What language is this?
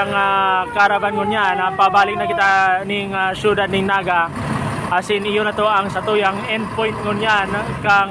Bikol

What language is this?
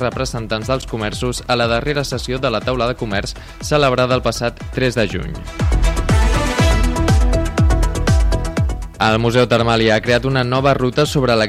Catalan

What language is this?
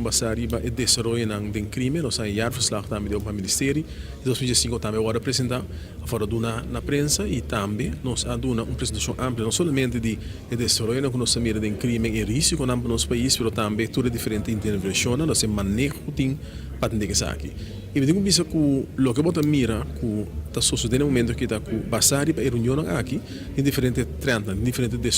Papiamento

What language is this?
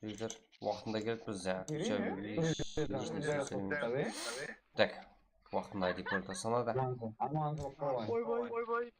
Kara-Kalpak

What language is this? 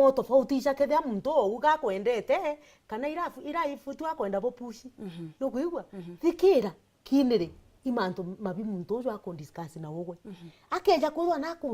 Meru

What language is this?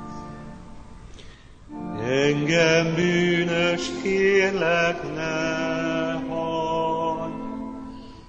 Hungarian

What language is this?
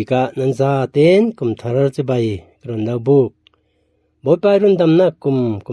Falam Chin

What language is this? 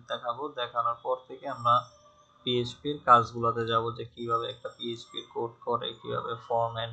Bangla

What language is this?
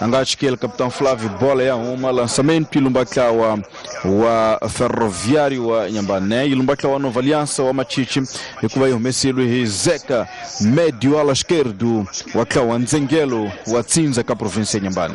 Tsonga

